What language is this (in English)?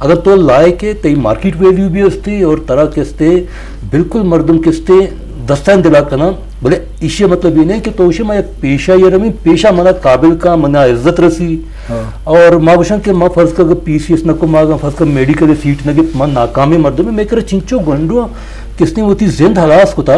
Eastern Balochi